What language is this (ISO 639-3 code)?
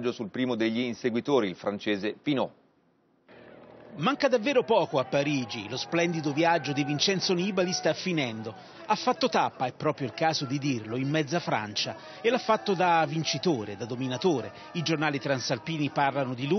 ita